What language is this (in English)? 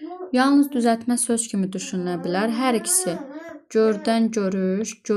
Azerbaijani